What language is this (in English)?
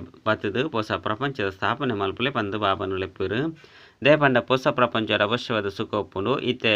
Tulu